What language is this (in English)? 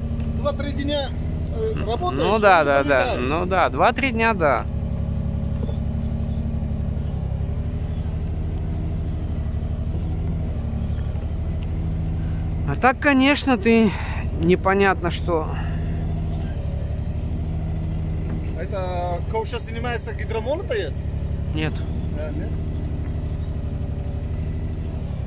Russian